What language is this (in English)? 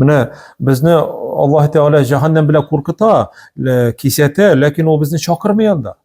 Tatar